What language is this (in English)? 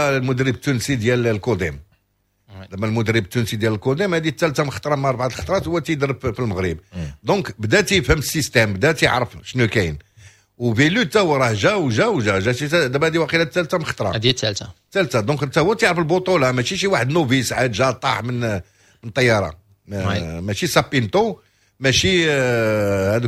Moroccan Arabic